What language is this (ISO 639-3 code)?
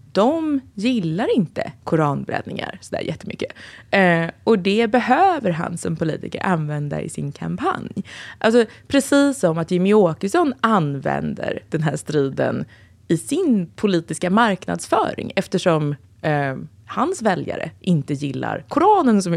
swe